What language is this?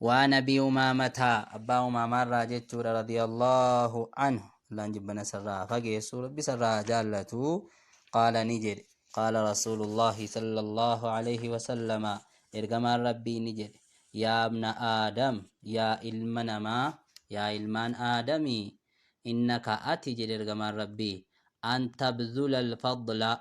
Oromo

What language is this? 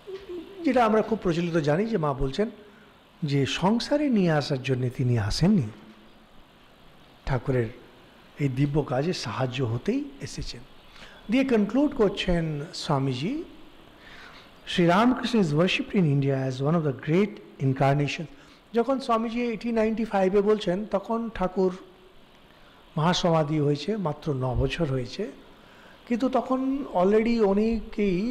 Bangla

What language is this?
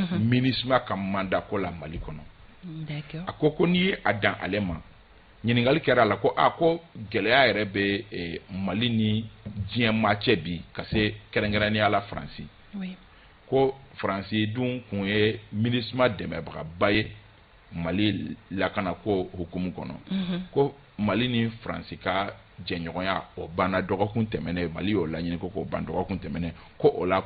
Bambara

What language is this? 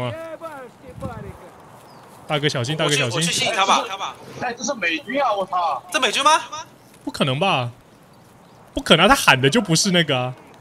Chinese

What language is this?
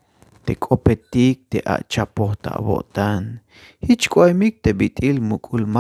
Tzeltal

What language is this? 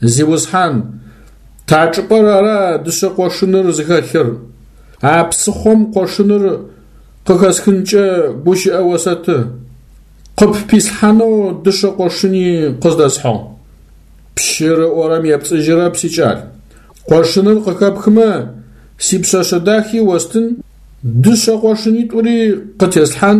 Adyghe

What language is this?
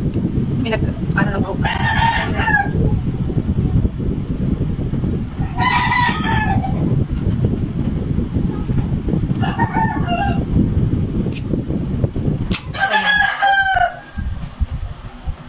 Filipino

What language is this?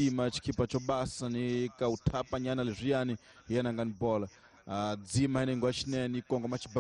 Tsonga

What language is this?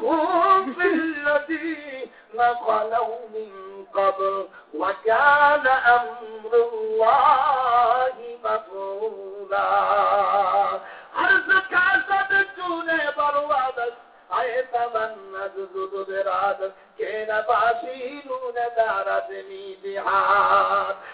Bangla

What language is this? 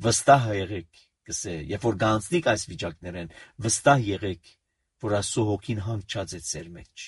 Armenian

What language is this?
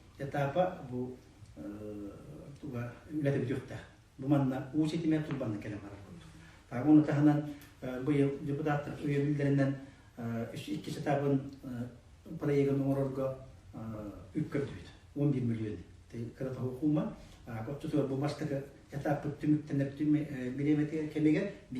Yakut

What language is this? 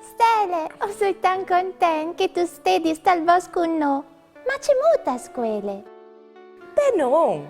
Friulian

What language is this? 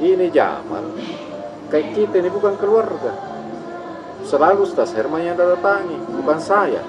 Makassar Malay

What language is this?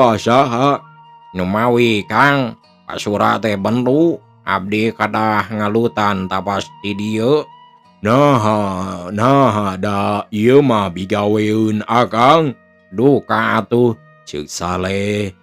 Sundanese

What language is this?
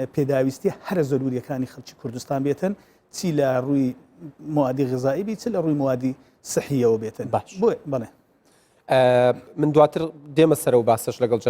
Central Kurdish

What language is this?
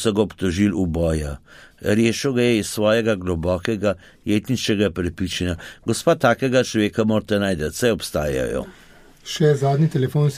Slovenian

